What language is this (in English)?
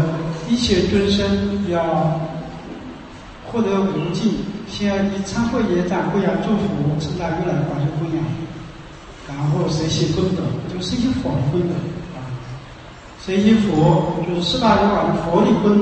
Chinese